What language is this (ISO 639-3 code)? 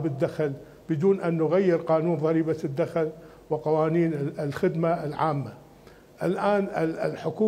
acm